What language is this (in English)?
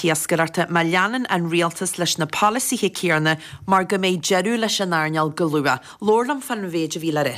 Irish